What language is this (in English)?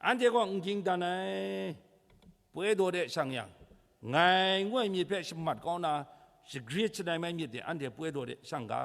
Kachin